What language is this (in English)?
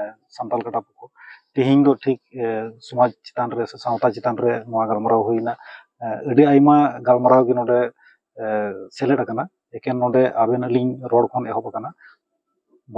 Santali